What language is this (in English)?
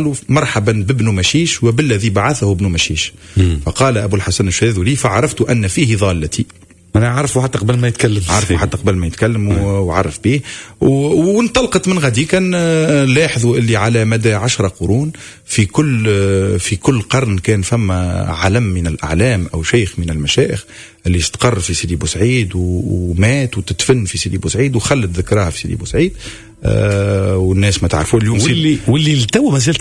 Tunisian Arabic